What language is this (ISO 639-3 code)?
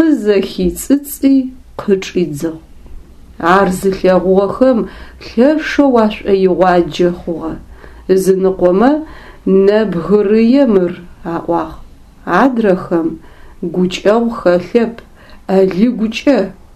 ady